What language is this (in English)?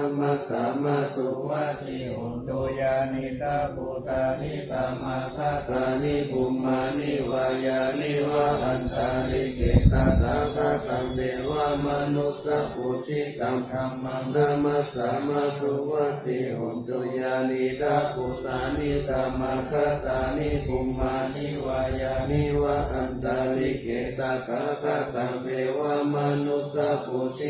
Pali